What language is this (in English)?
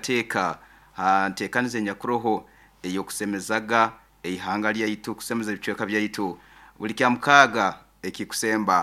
Nyoro